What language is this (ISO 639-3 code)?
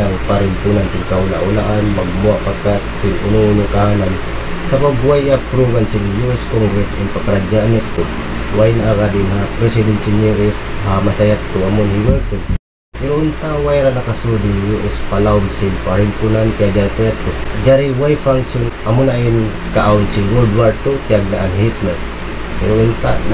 tsg